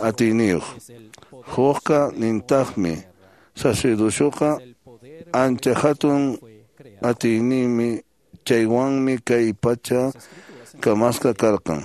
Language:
Quechua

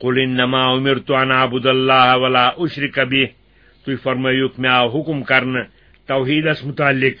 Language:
Kashmiri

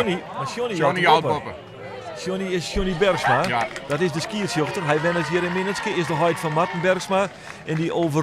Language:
Western Frisian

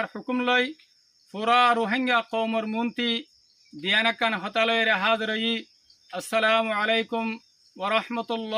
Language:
Rohingya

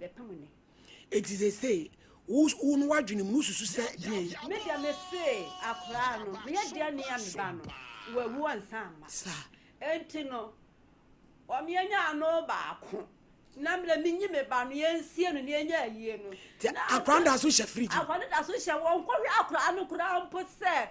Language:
Akan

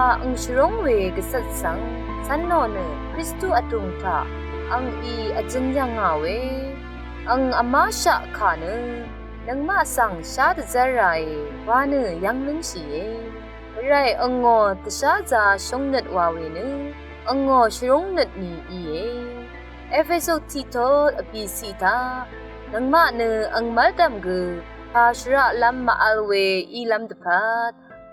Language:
Rawang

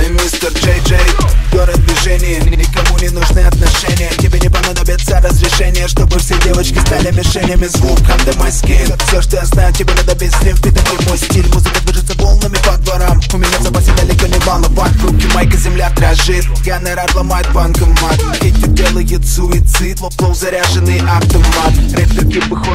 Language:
Russian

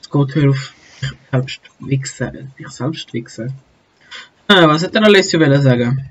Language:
Swiss German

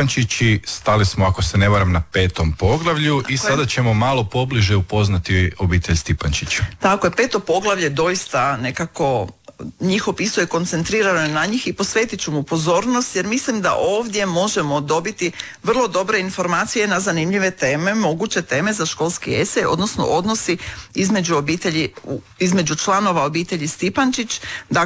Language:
Croatian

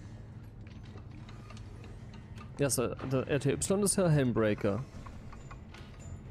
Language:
German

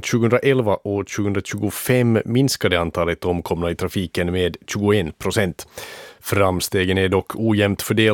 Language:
Swedish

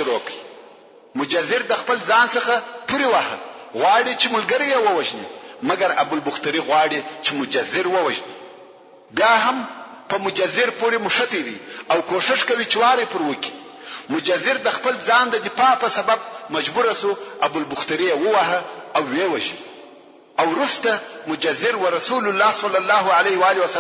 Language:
Pashto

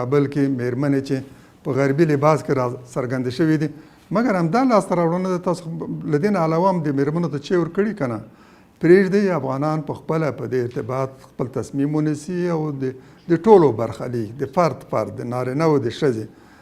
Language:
Pashto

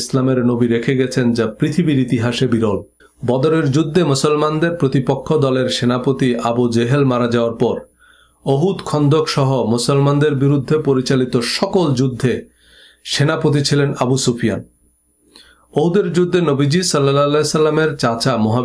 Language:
Bangla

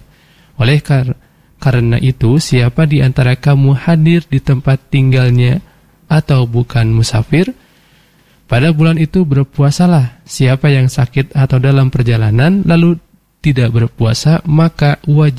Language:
Indonesian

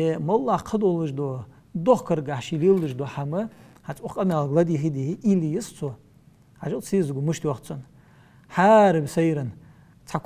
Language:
Ingush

